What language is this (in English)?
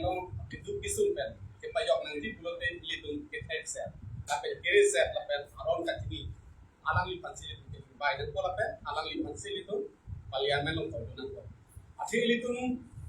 Karbi